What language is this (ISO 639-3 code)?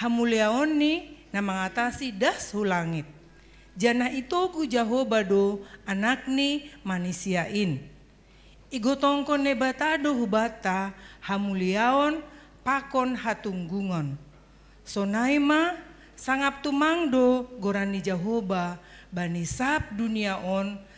bts